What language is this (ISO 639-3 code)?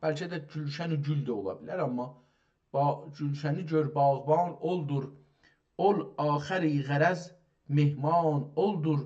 azb